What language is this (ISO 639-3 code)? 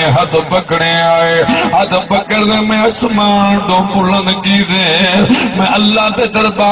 skr